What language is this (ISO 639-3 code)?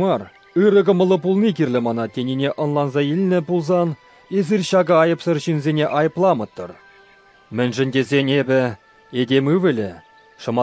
chv